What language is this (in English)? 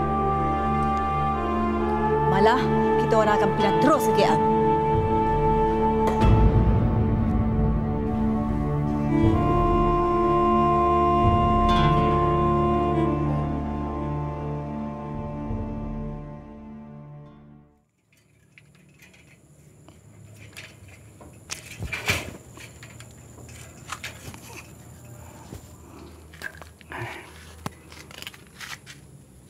Malay